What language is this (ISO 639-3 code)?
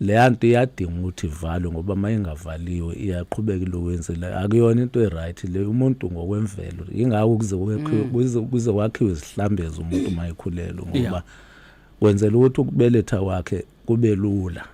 zul